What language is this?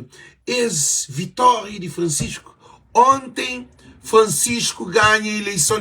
Kabuverdianu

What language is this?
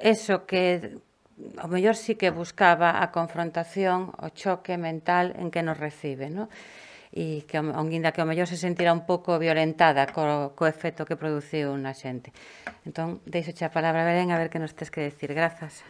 Galician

